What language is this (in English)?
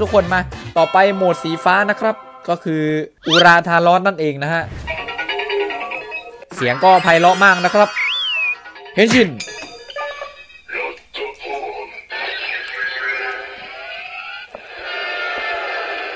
Thai